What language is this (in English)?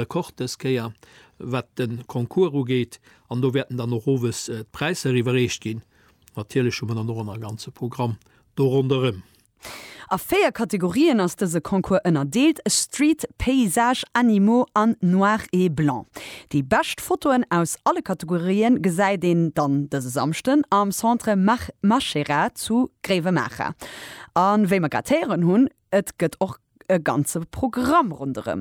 Luxembourgish